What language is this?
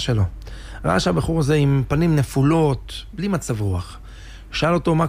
Hebrew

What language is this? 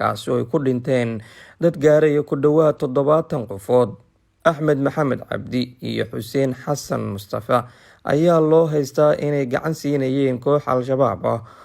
Somali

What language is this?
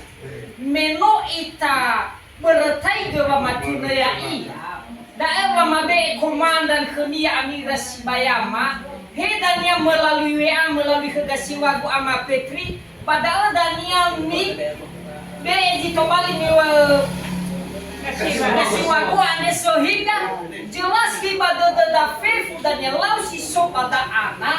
Nias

